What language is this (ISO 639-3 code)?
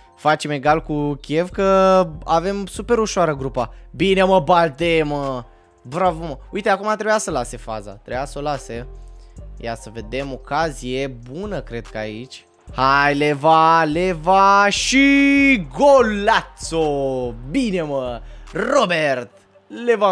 ron